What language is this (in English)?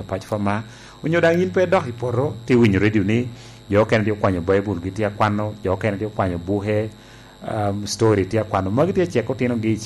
Lango (Uganda)